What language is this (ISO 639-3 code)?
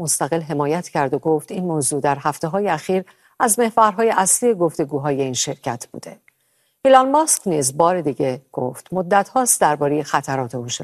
fas